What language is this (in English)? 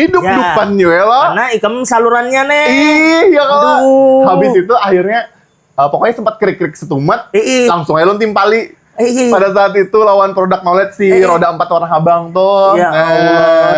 Banjar